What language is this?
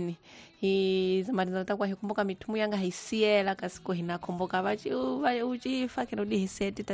Tsonga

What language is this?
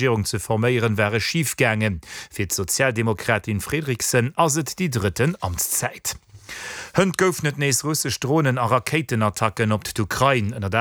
Luxembourgish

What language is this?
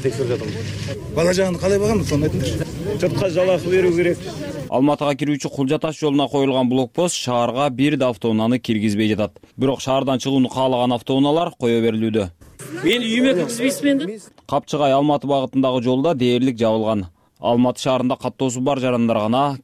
Kyrgyz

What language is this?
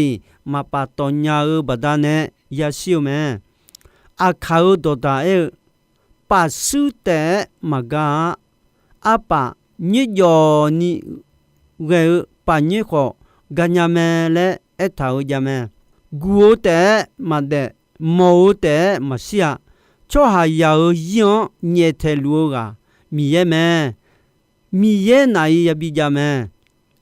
Akha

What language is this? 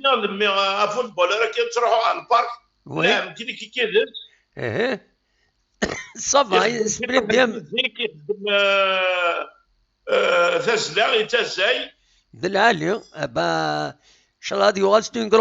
Kabyle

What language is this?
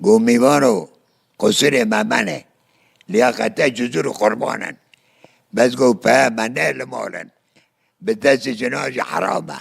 Kurdish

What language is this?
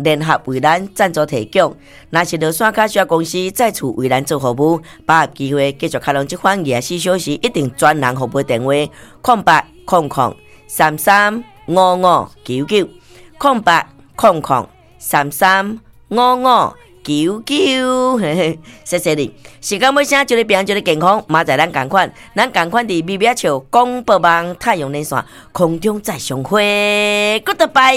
Min Nan Chinese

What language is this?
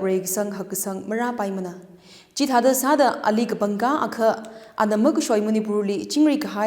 Tangkhul Naga (India)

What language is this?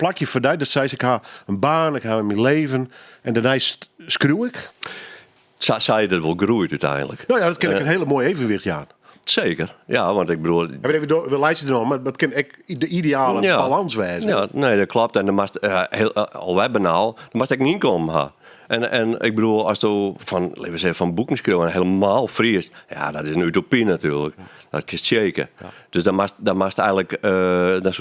Western Frisian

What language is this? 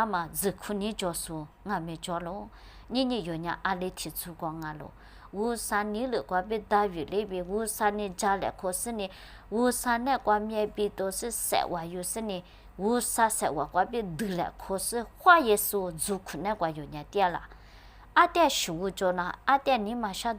Lisu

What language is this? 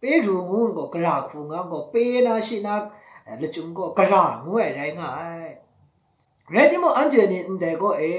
Maru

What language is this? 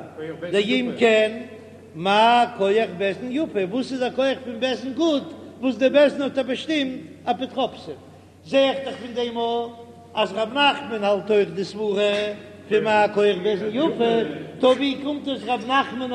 Yiddish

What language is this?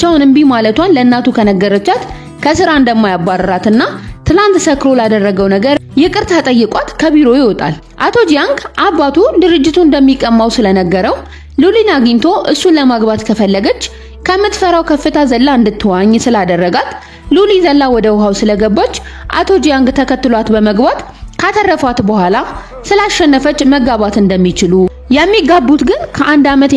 Amharic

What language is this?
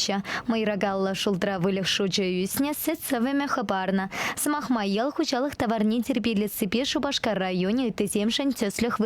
Chuvash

